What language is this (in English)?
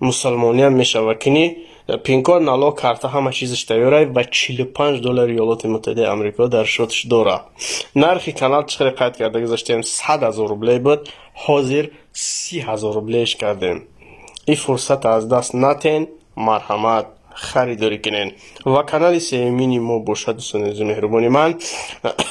Tajik